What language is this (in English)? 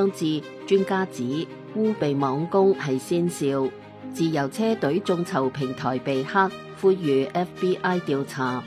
Cantonese